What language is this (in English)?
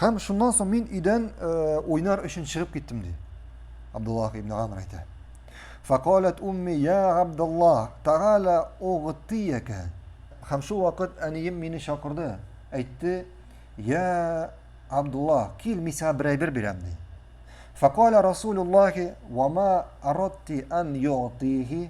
Tatar